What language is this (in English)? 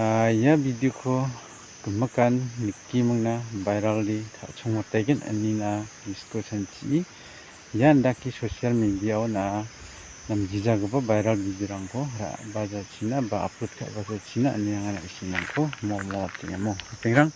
Garo